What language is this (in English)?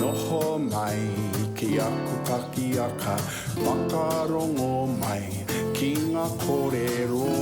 Māori